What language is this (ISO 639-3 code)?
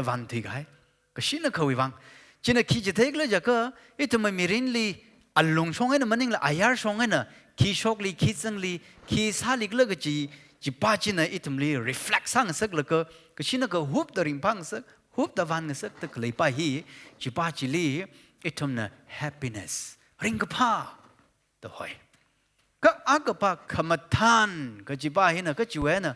nmf